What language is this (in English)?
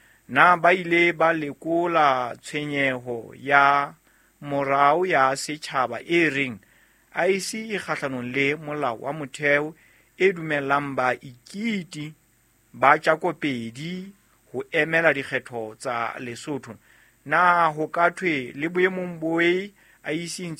Southern Sotho